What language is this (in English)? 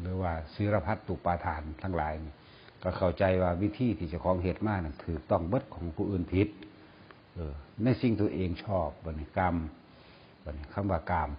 Northeastern Thai